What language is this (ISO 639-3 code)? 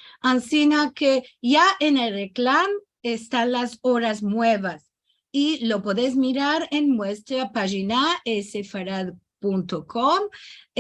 lad